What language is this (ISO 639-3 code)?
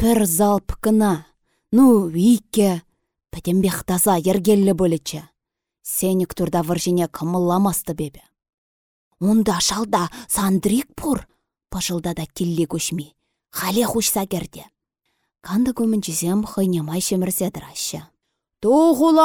chv